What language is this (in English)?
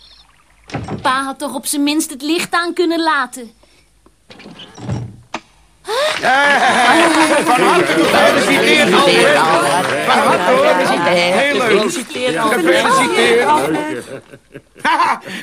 Dutch